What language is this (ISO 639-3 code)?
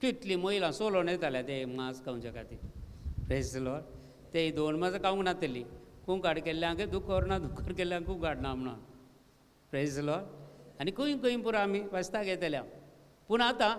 kok